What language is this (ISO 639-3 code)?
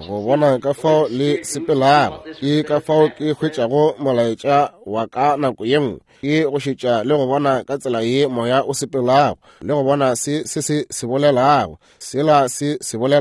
nso